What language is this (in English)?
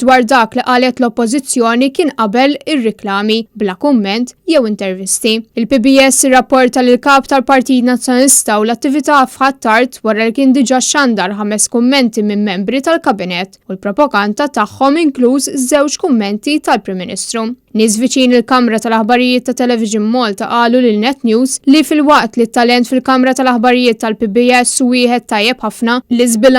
Maltese